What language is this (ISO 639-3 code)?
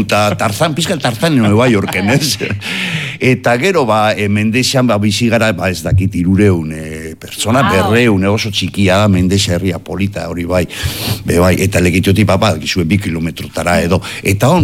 eus